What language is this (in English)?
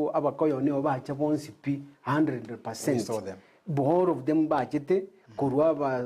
Gusii